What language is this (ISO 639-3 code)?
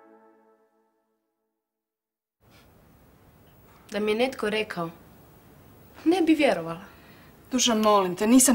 hrv